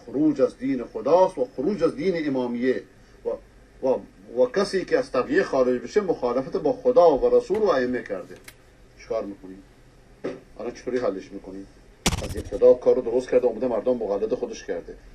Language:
Persian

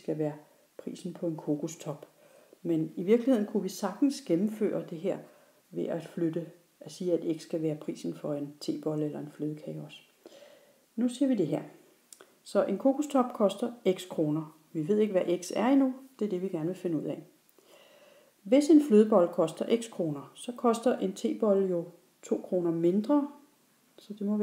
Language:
Danish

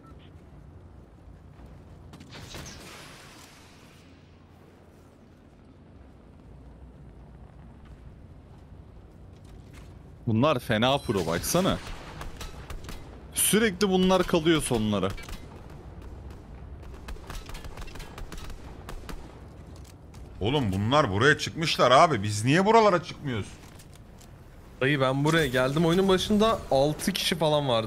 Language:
Turkish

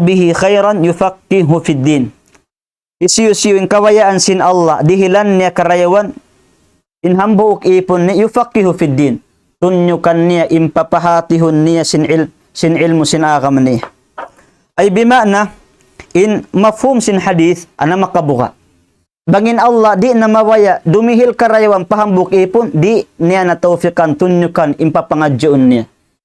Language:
Tausug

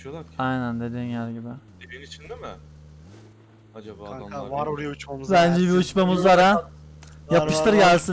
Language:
Turkish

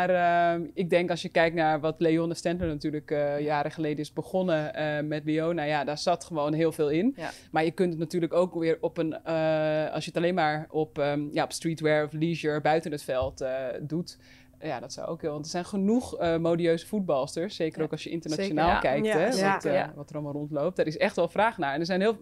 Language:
Dutch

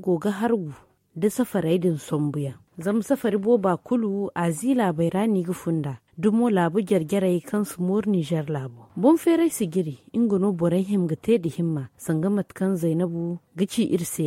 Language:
Zarma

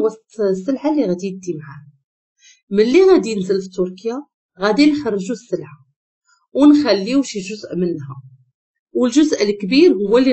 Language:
Moroccan Arabic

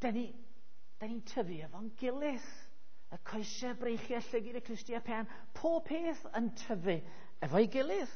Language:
Welsh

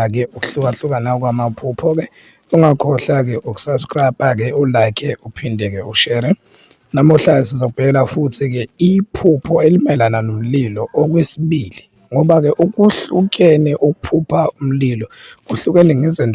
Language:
Zulu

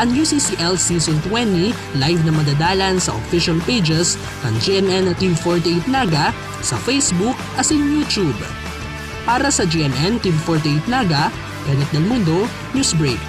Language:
Bikol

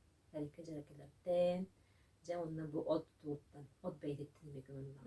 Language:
Yakut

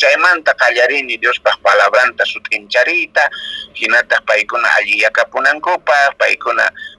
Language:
Quechua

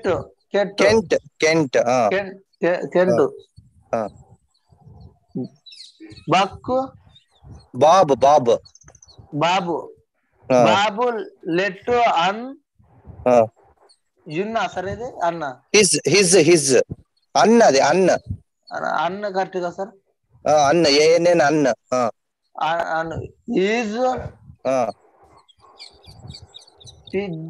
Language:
Telugu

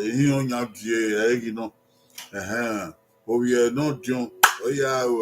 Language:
Bini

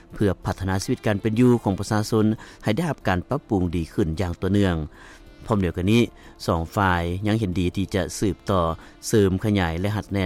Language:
Lao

